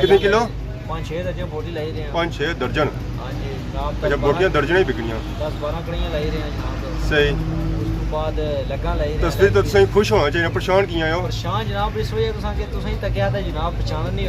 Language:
Pahari-Potwari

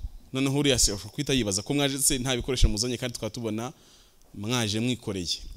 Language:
Kinyarwanda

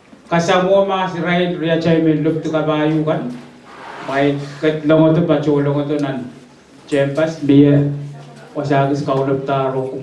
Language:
Pohnpeian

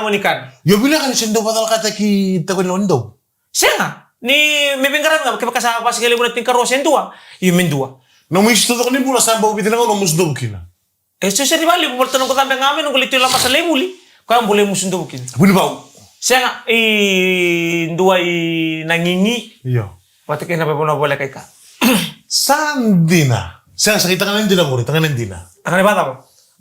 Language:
Fijian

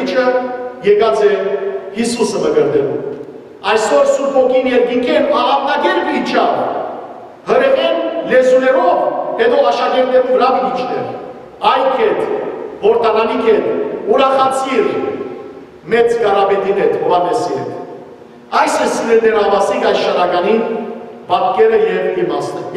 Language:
Western Armenian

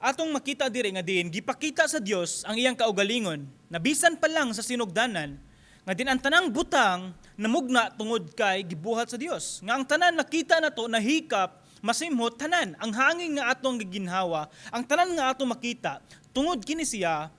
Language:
Cebuano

